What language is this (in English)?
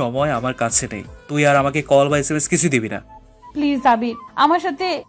Bangla